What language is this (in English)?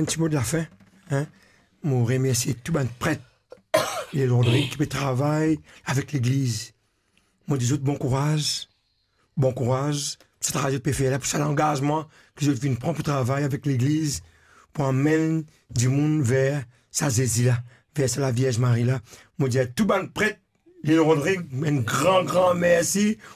Morisyen